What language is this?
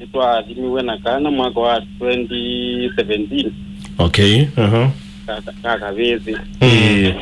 Kamba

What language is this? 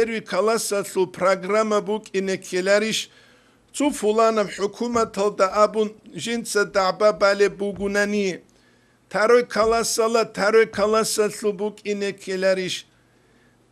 Avaric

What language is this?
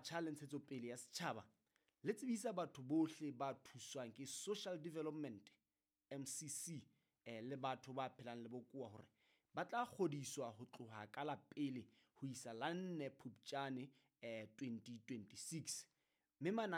Southern Sotho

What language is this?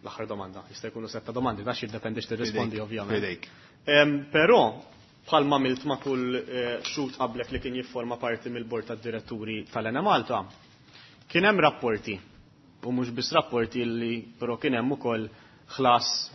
Maltese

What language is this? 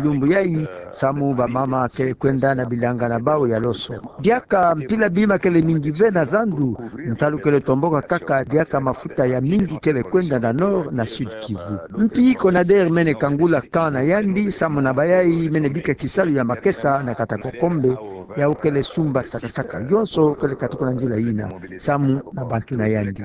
Kituba (Democratic Republic of Congo)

